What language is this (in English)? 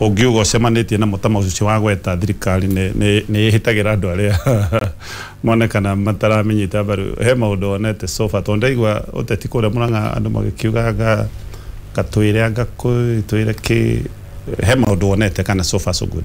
Kikuyu